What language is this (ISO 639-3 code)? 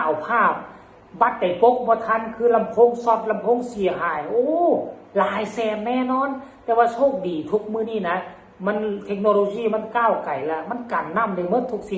tts